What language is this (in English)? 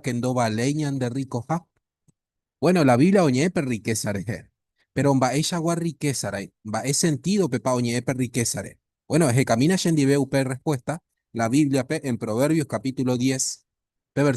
Guarani